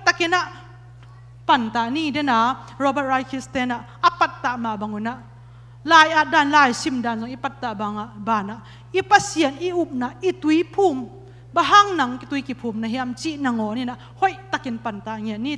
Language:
Tedim Chin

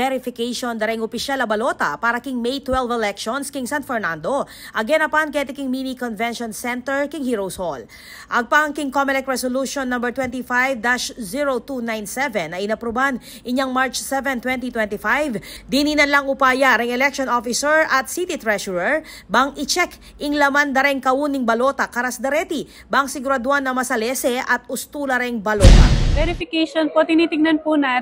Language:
Pampanga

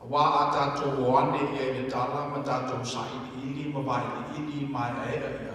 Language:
Samoan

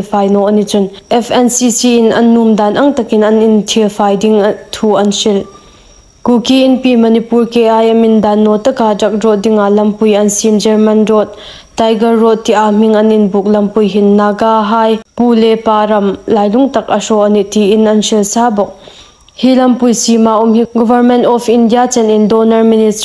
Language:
Hmar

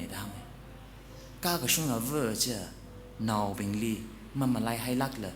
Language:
Tangkhul Naga (India)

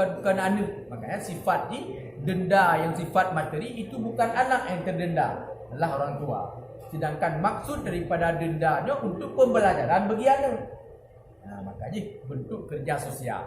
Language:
Achinese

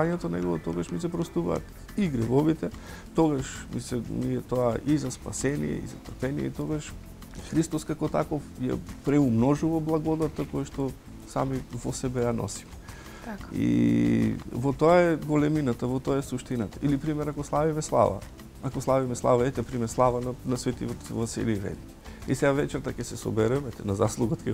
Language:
Macedonian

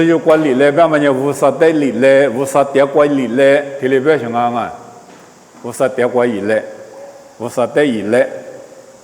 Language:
Lisu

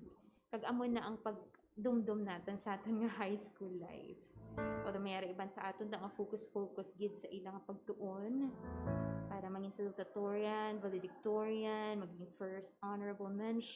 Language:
Hiligaynon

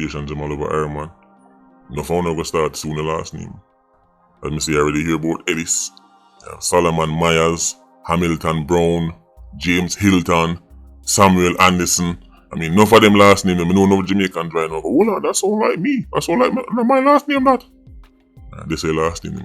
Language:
Jamaican Creole English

